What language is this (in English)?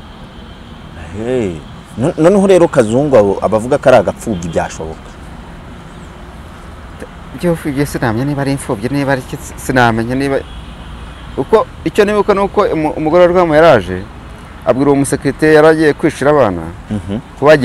Kinyarwanda